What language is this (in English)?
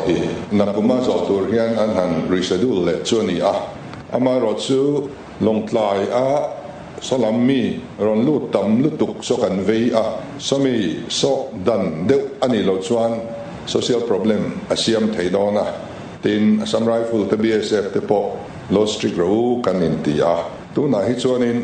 Mizo